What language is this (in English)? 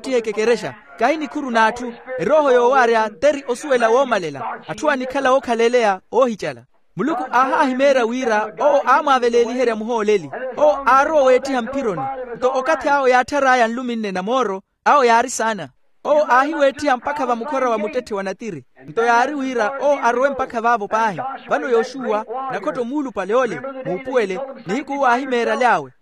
Makhuwa